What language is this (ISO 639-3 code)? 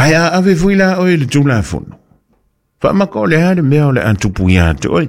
smo